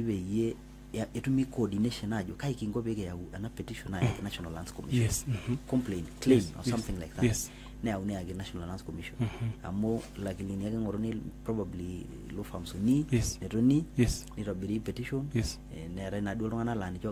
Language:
Masai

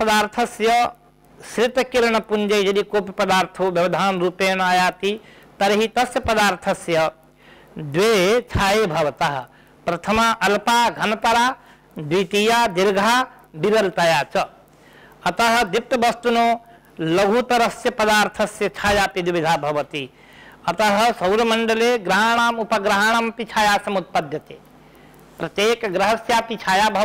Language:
Sanskrit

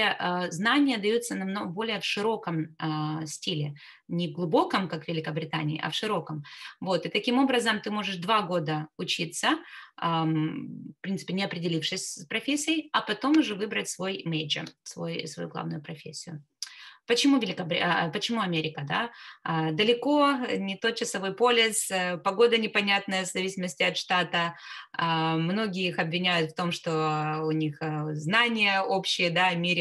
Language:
Russian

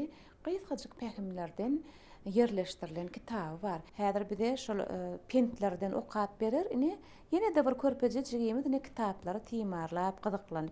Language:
Turkmen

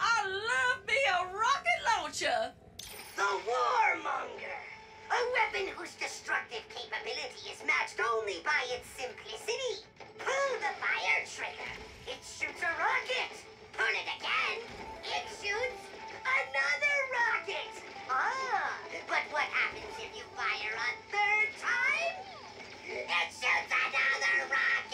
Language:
English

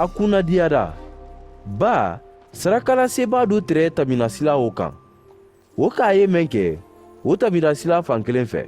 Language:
Mandingo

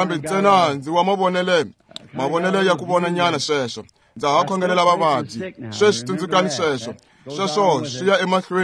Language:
Tsonga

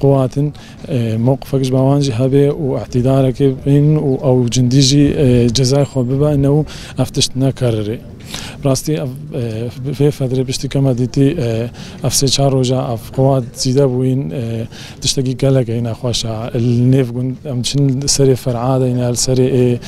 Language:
Kurdish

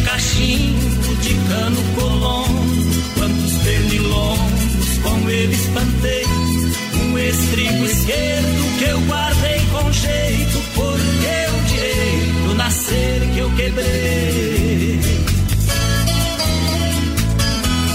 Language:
Portuguese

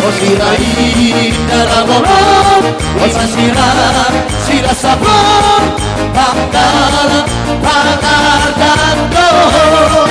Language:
Batak Toba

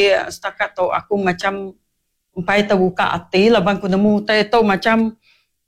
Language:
Iban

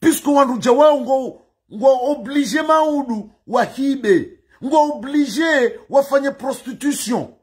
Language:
Ngazidja Comorian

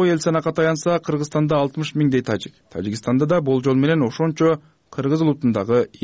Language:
Kyrgyz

